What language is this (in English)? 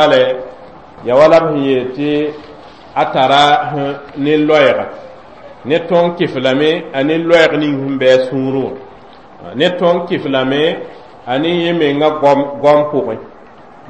Mossi